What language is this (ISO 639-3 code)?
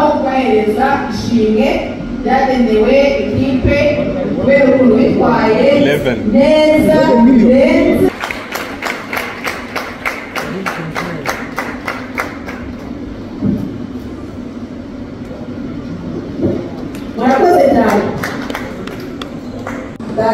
kin